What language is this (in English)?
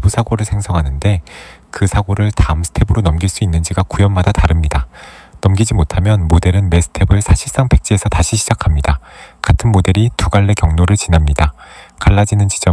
Korean